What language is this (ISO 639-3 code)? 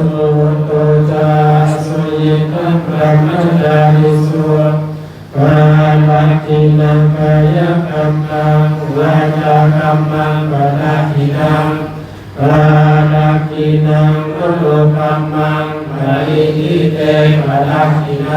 pli